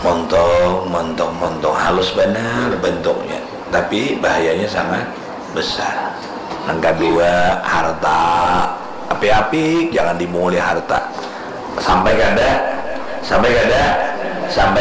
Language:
Banjar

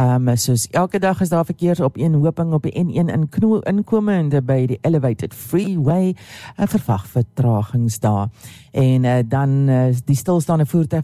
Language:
Afrikaans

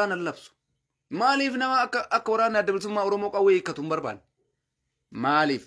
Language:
Oromo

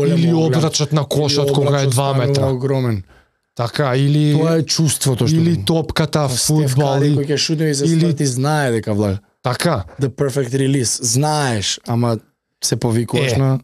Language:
Macedonian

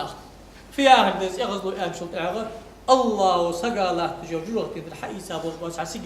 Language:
Ingush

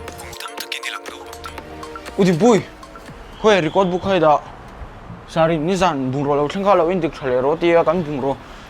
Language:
Mizo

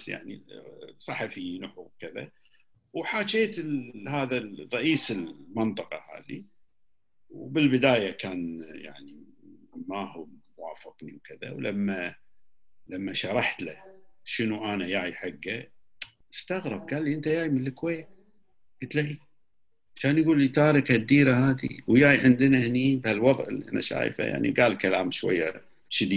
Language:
Gulf Arabic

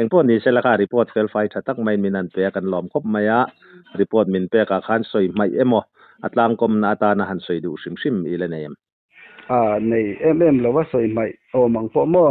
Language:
Mizo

